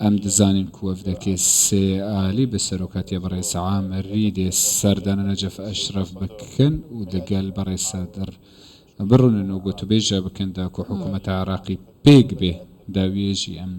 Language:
Kurdish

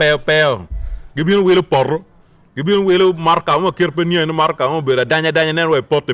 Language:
Acoli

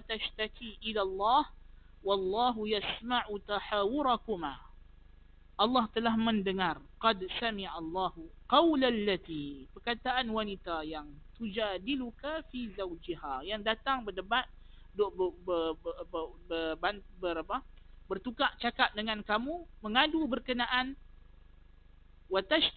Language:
Malay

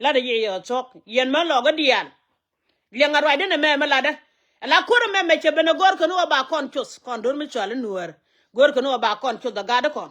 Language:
Nuer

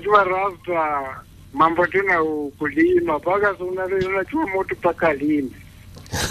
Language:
Swahili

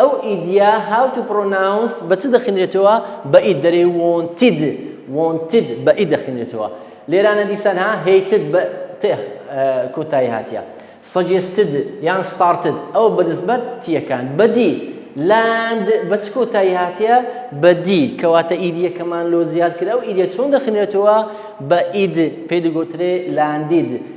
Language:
Central Kurdish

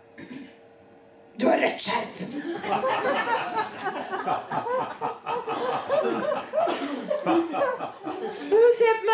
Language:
Norwegian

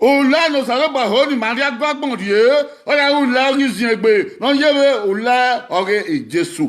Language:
Bini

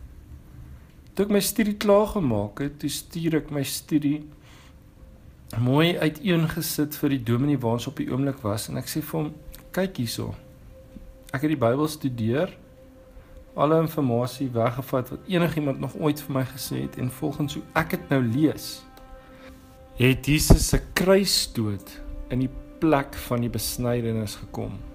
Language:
Afrikaans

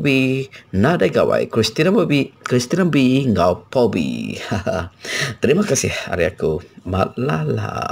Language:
Iban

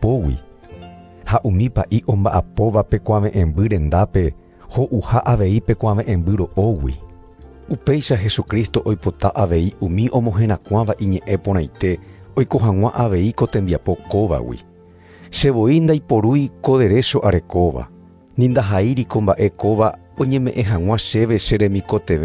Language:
Guarani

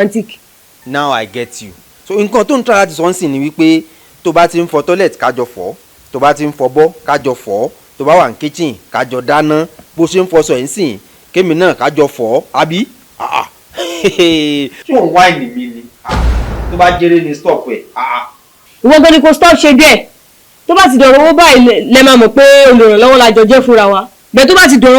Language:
Yoruba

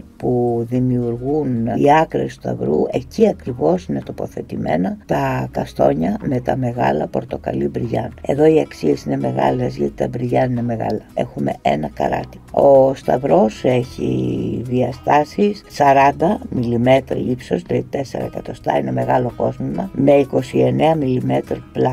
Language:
Greek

